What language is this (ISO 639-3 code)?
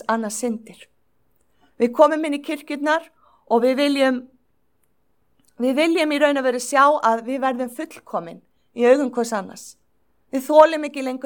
isl